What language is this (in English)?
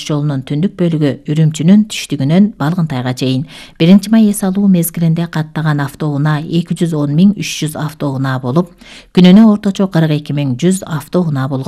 Kyrgyz